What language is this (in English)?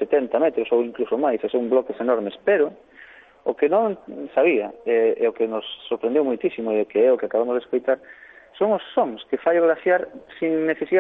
Galician